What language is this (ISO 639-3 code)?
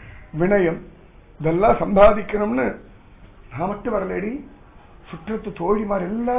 tam